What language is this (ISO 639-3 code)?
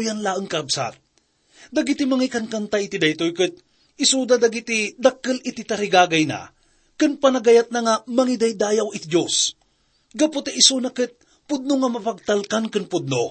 ilo